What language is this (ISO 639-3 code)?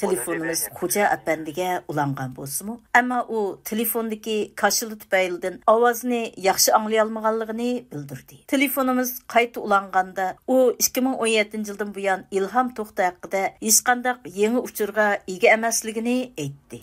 uig